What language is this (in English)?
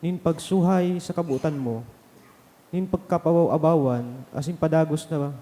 Bikol